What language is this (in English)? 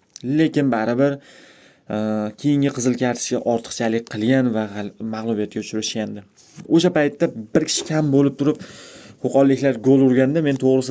Uzbek